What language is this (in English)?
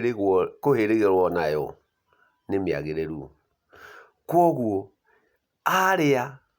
Kikuyu